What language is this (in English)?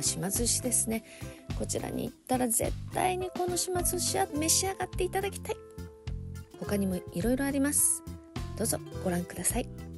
Japanese